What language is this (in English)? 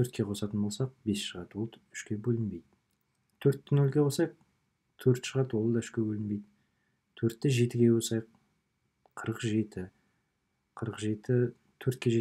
Kazakh